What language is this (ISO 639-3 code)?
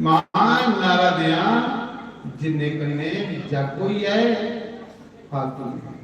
doi